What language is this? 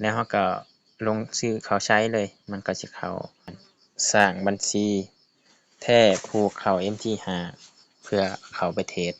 Lao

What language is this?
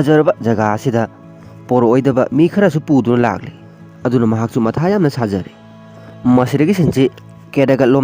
Manipuri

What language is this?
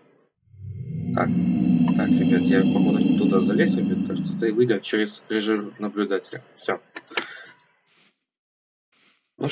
Russian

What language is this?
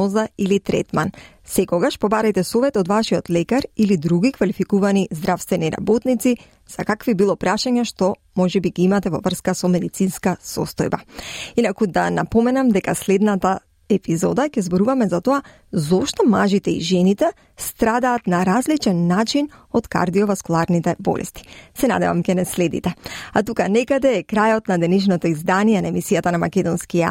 Macedonian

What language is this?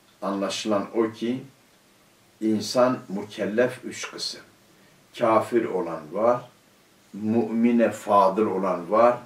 Turkish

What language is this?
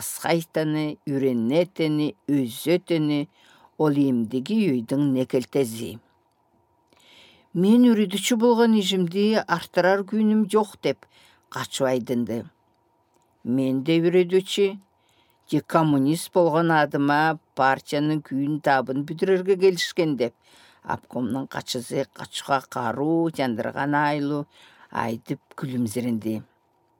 Southern Altai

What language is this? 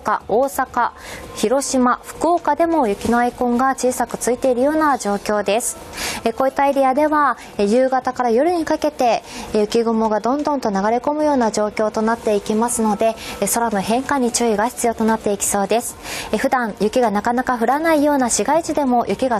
Japanese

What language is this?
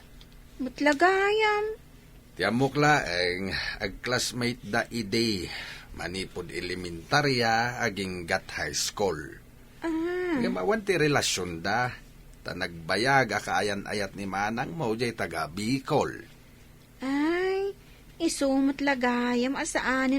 Iloko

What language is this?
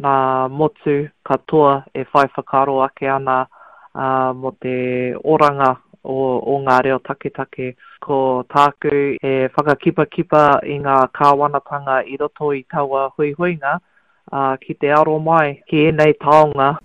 Māori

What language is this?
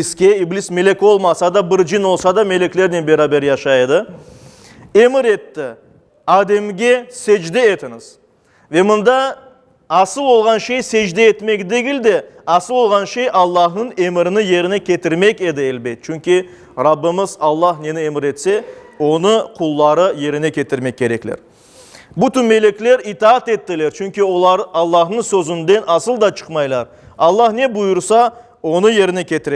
Crimean Tatar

